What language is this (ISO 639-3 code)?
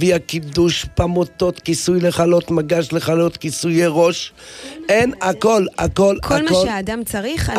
heb